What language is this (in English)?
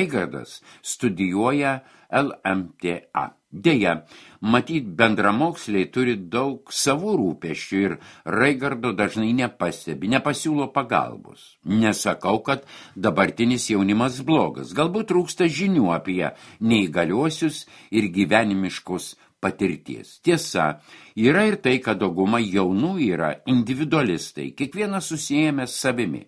Lithuanian